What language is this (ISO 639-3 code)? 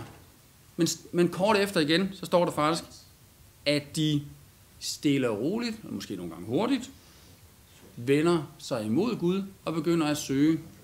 dan